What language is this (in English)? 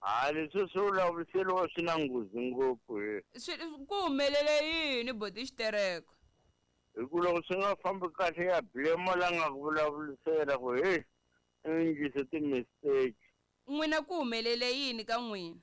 Tsonga